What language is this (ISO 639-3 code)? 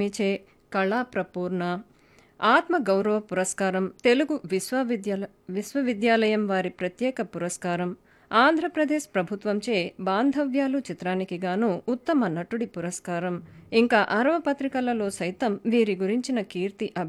tel